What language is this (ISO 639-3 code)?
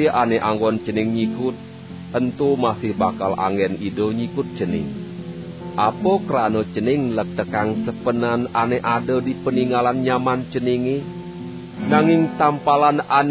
ban